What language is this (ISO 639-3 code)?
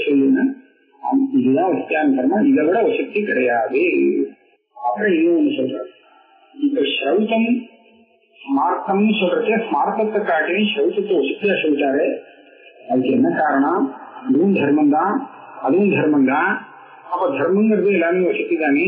tam